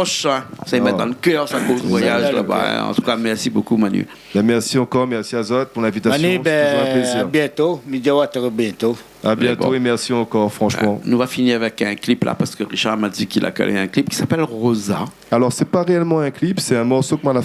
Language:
Réunion Creole French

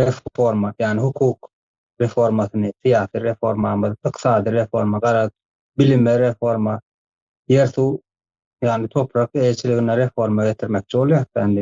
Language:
Turkmen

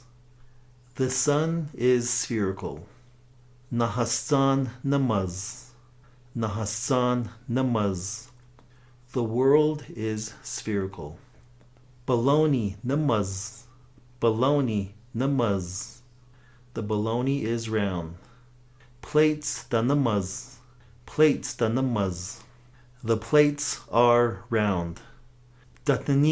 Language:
Navajo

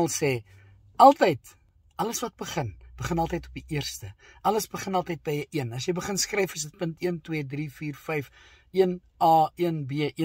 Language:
Afrikaans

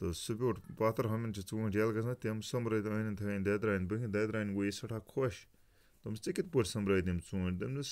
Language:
Kashmiri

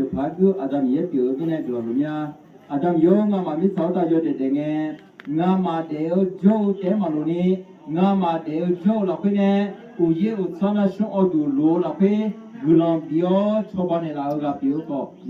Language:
Akha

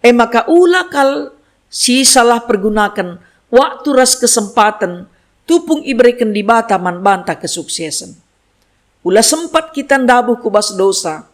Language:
Batak Karo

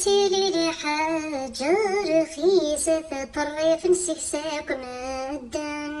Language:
Kabyle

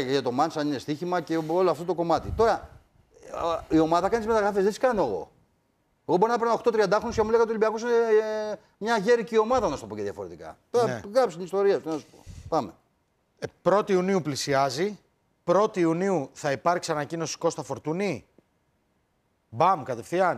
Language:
Greek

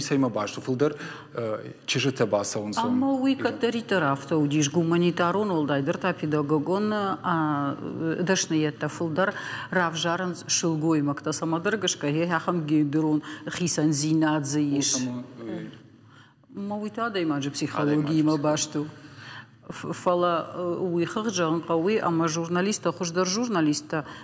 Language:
Ossetic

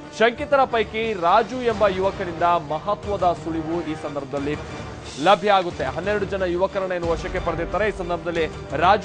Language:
Kannada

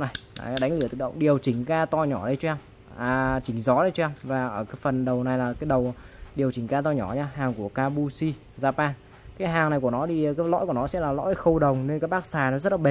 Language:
Vietnamese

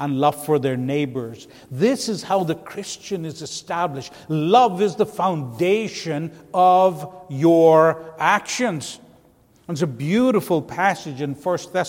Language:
English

